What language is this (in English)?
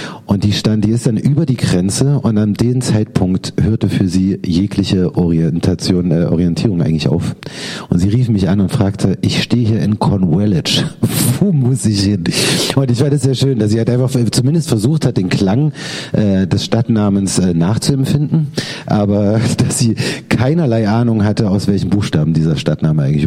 German